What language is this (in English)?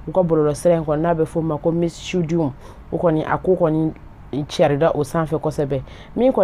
Bambara